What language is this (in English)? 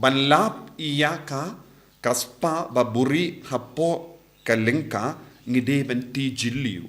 Khasi